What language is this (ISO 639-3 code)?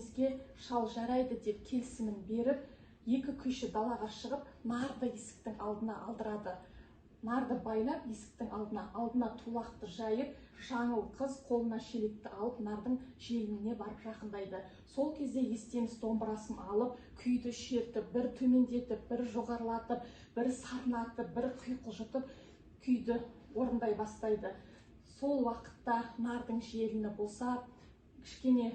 kaz